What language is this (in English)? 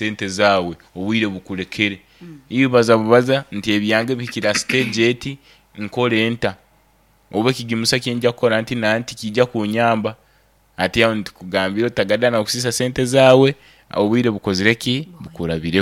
Nyankole